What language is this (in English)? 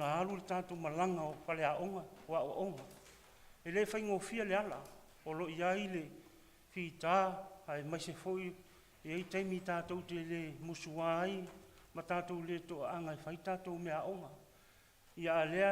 Samoan